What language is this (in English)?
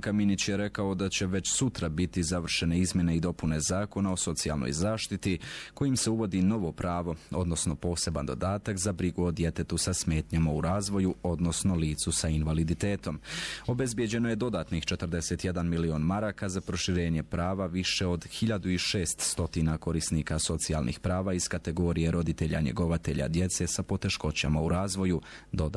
Bosnian